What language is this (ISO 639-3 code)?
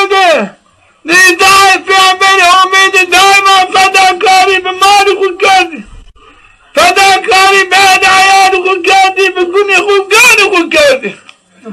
zza